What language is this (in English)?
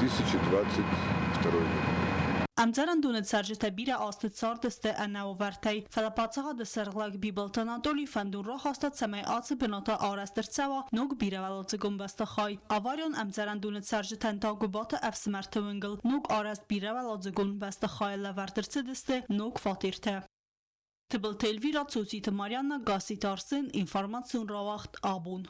Ossetic